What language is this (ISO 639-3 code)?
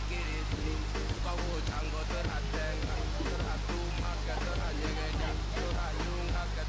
guz